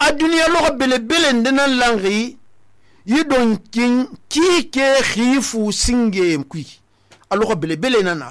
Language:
Susu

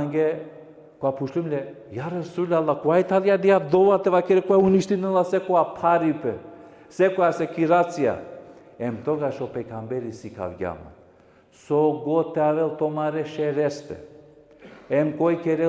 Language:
Balkan Romani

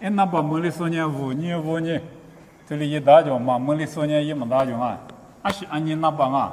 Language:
Lisu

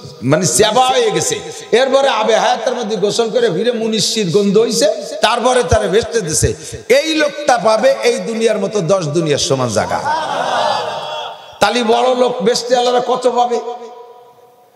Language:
Bangla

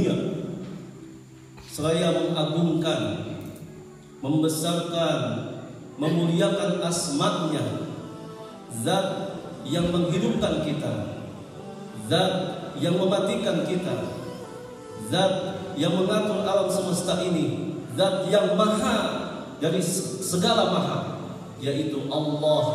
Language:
Indonesian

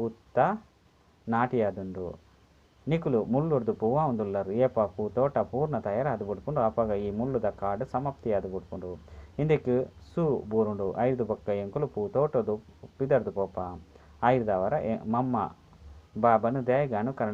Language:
Tulu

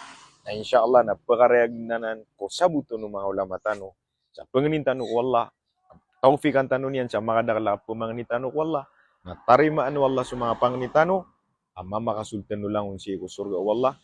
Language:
Maranao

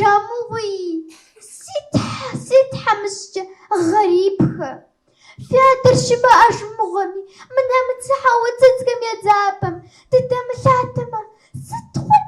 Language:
Kabardian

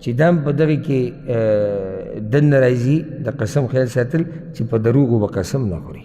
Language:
Pashto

